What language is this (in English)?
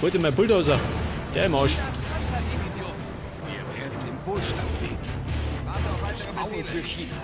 Bavarian